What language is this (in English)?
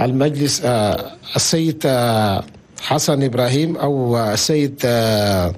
Chadian Arabic